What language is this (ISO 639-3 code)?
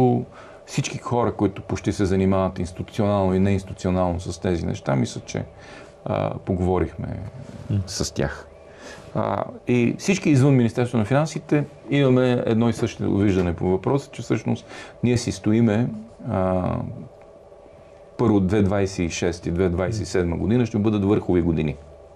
bul